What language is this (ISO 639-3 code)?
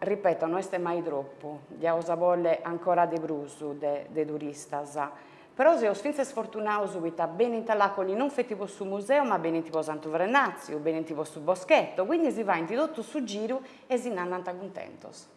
srd